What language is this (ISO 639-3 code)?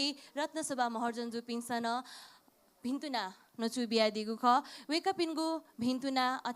new